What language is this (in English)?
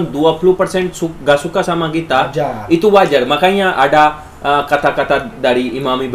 Indonesian